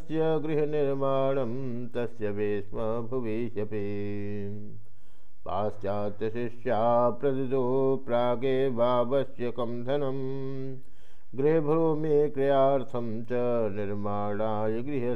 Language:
Sanskrit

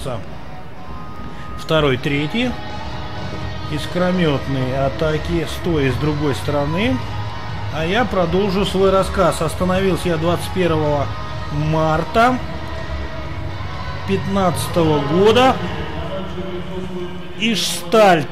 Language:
Russian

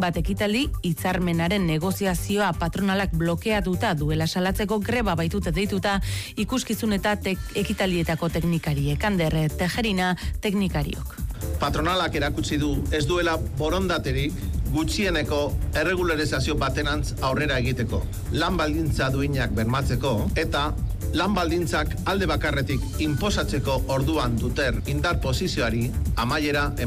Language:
Basque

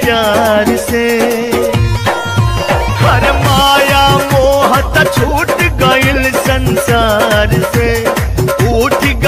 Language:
Bhojpuri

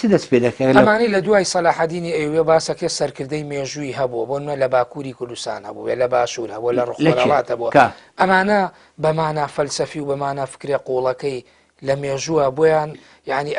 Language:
Central Kurdish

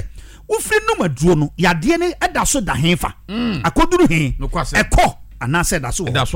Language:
Akan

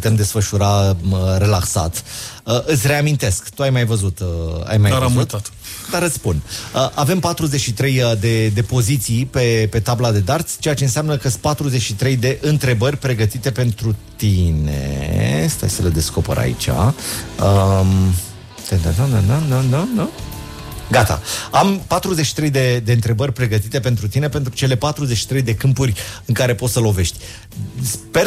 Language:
Romanian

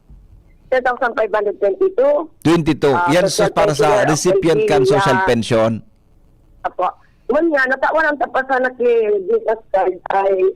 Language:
Bikol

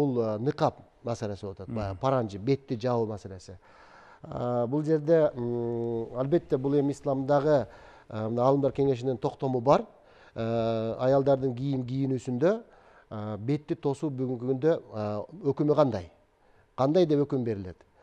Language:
Kyrgyz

